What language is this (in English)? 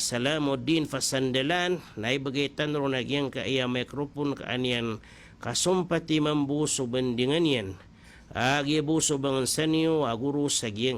Maranao